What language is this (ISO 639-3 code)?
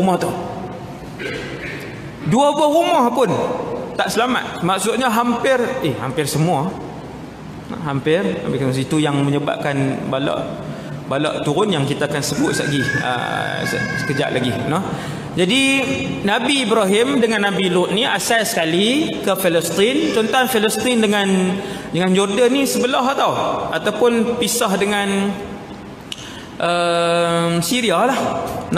msa